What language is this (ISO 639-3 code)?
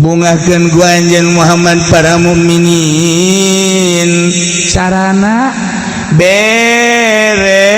sun